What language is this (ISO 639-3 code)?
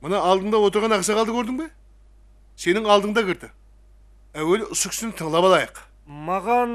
kaa